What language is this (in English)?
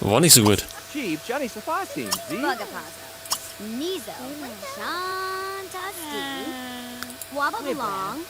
Bavarian